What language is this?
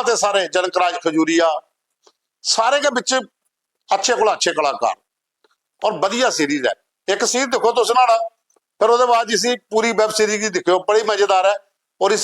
Dogri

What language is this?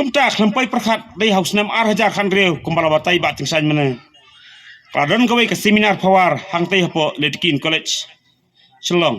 Khasi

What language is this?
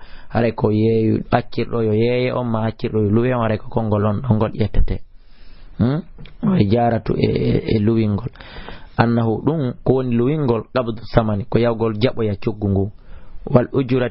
Fula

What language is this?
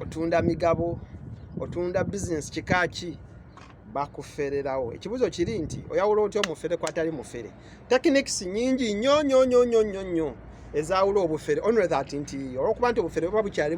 Ganda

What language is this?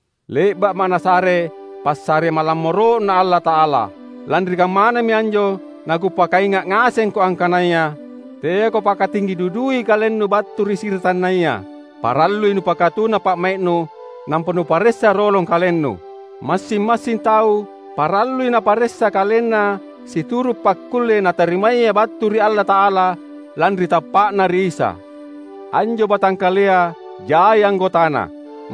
Makasar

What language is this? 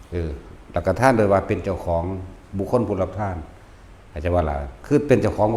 Northeastern Thai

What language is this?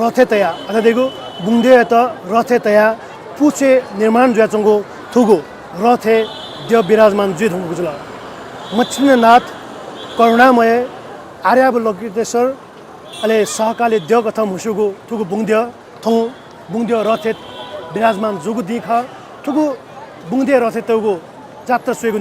Newari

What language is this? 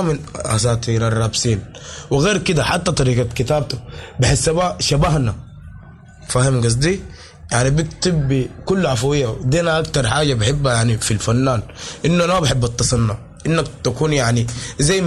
Sudanese Arabic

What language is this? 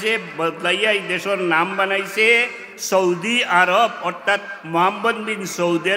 Sylheti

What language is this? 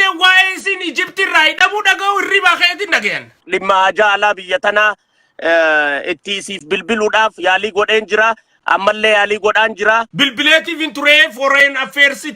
Oromo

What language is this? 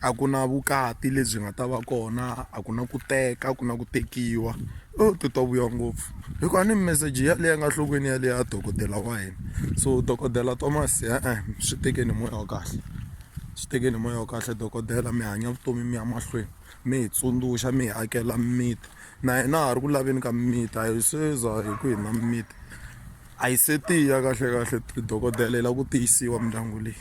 Tsonga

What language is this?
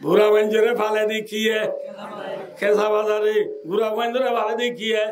Rohingya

